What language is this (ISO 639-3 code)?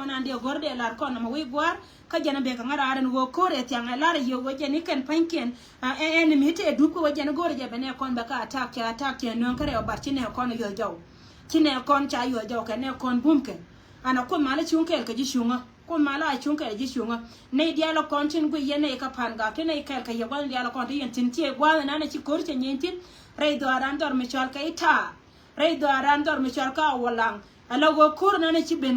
nus